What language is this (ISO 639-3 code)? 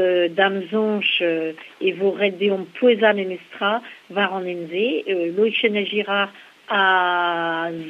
bre